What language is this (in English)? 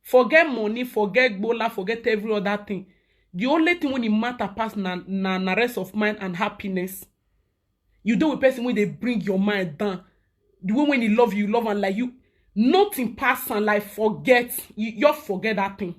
Nigerian Pidgin